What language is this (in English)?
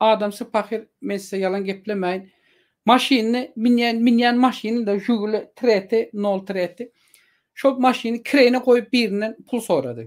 Turkmen